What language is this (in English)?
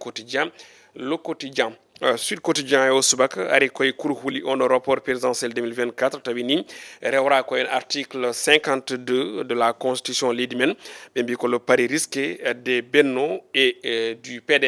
Fula